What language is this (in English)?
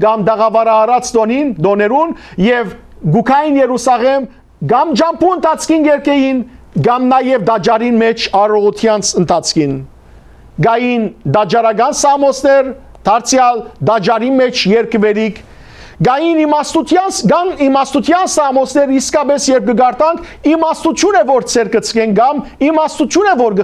Western Armenian